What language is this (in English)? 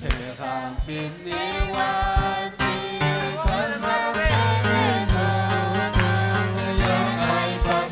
Ayacucho Quechua